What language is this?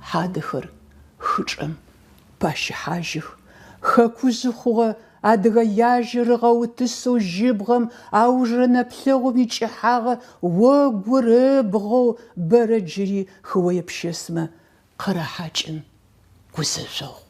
Adyghe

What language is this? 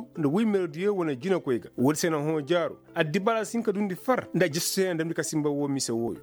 Koyraboro Senni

